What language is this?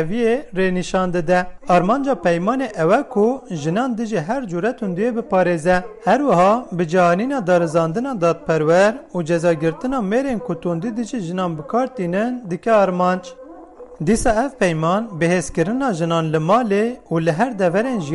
Kurdish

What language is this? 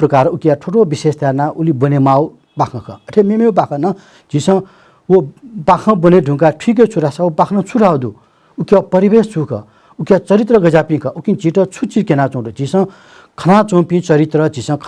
Newari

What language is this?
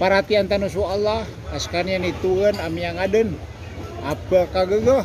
Maranao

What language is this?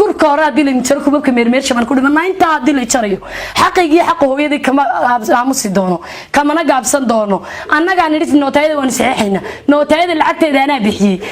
Somali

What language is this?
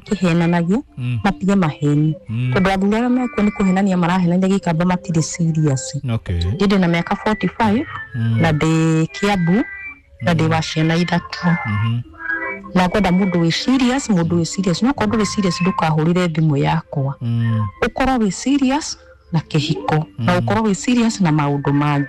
Kikuyu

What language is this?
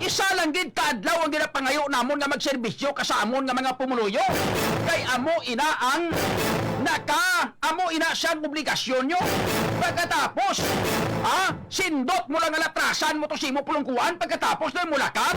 Hiligaynon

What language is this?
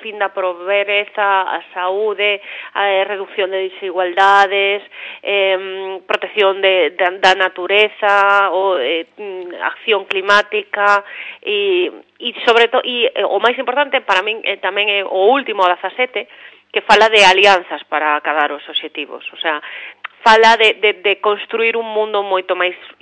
Galician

